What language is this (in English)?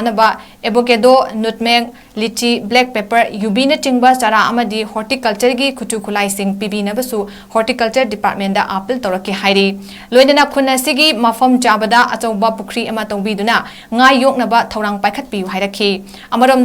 Manipuri